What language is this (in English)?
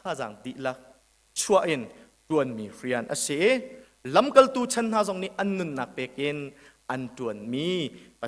Hakha Chin